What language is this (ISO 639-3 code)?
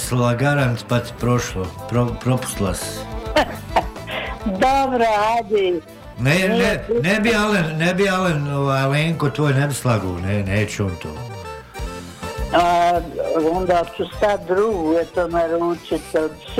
bos